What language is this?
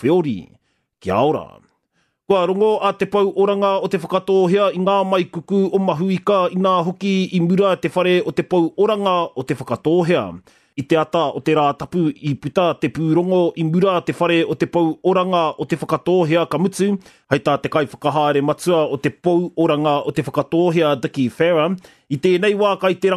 Māori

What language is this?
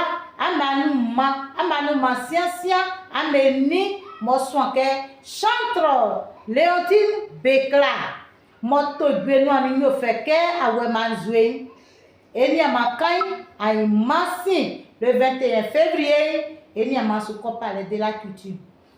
Baoulé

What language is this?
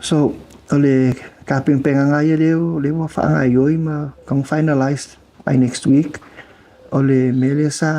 Samoan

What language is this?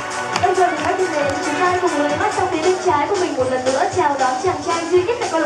Vietnamese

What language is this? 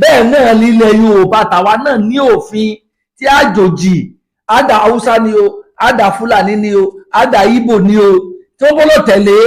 Yoruba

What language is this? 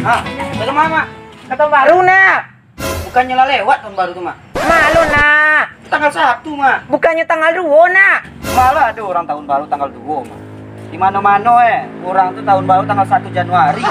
Minangkabau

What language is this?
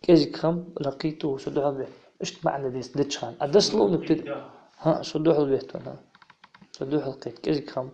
Ingush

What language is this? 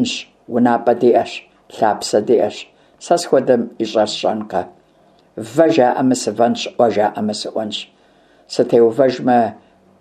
Kabardian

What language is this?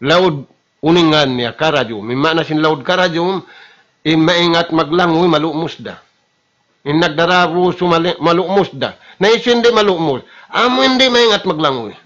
Tausug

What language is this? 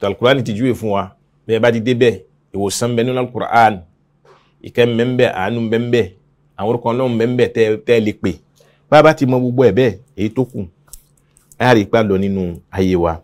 Yoruba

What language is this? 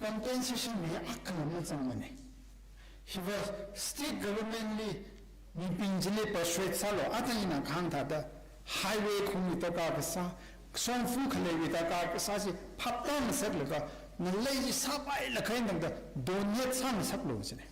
Tangkhul Naga (India)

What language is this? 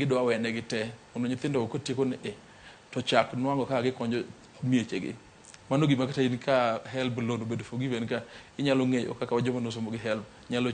Luo (Kenya and Tanzania)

